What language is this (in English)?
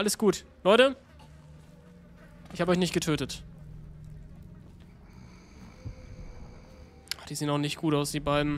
German